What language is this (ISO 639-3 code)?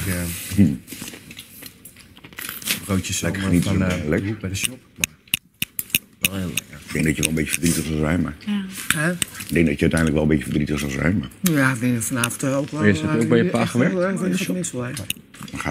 nld